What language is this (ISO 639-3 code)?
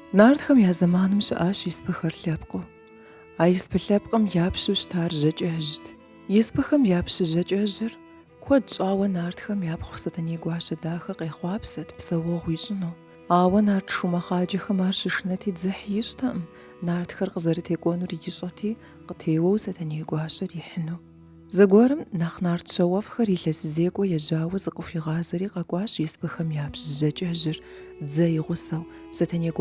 kbd